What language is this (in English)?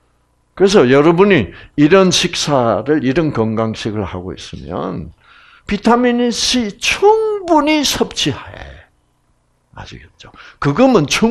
Korean